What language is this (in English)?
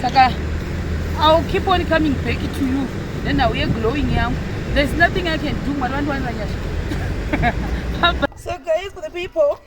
Shona